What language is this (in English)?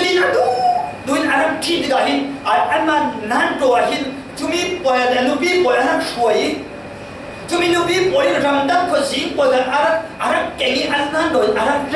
Falam Chin